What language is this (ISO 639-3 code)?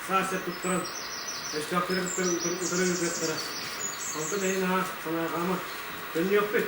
sah